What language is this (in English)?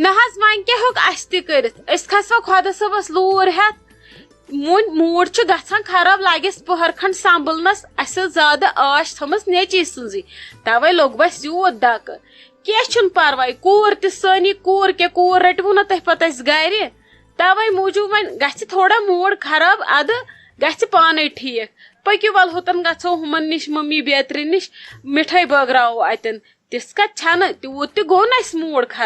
Kashmiri